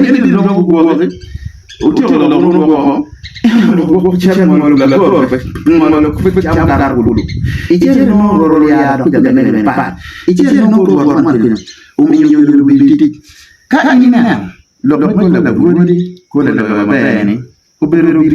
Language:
Acoli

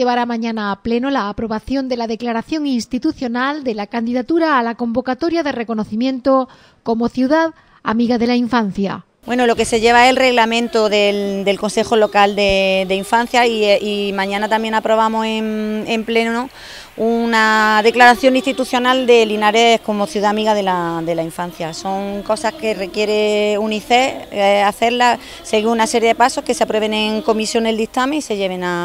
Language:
Spanish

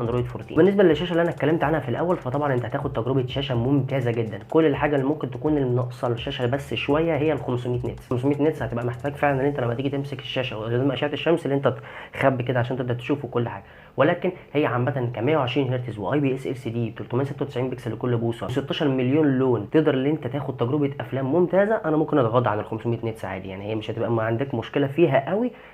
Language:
Egyptian Arabic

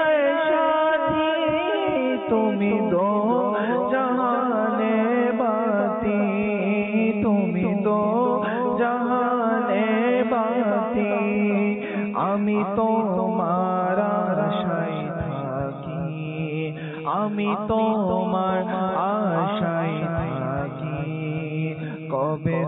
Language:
Bangla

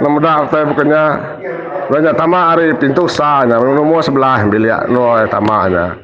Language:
Iban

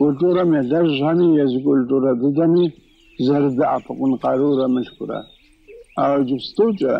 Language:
Kabardian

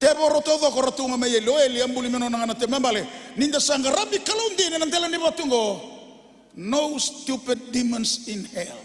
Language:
Fijian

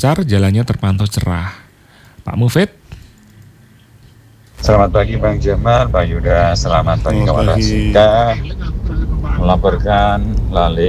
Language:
Indonesian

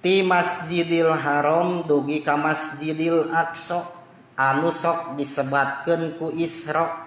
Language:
Sundanese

